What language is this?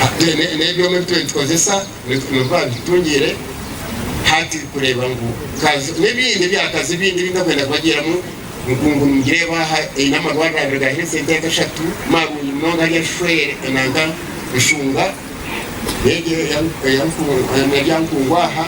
Nyankole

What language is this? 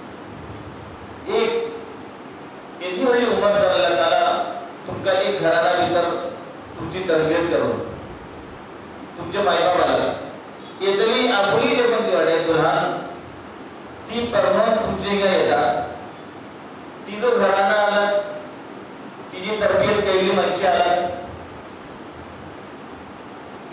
Marathi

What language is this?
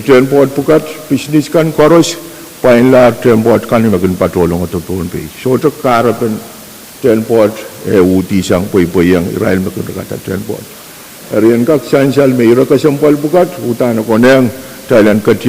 Pohnpeian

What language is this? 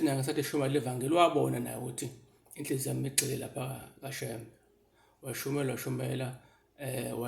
Zulu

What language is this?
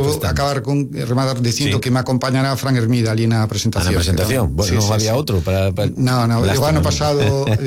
Galician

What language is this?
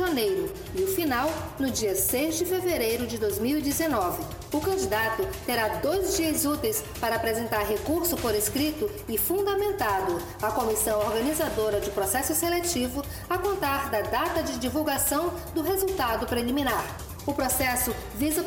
Portuguese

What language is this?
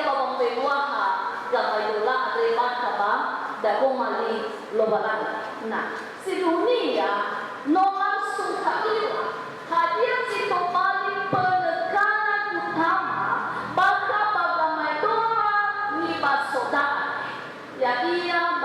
Nias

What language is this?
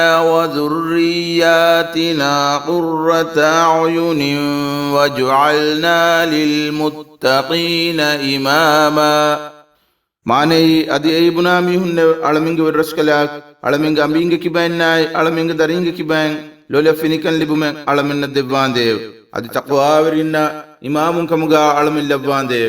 Divehi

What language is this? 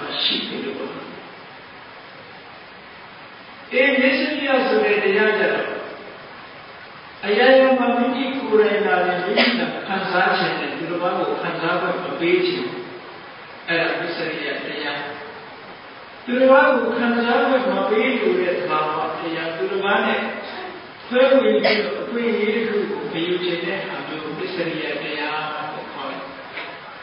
Burmese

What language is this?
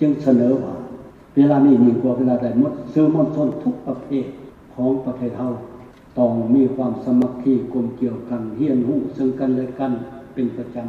Lao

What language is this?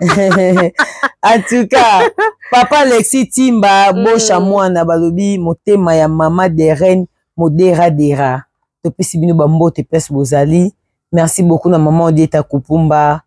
Lingala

